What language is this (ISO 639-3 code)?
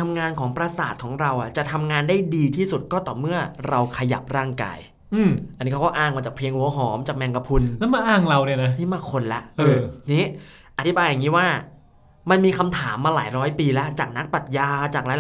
tha